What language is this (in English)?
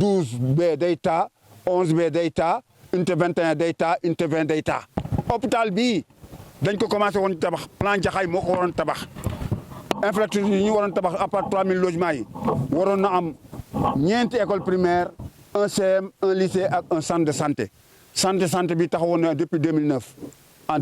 Wolof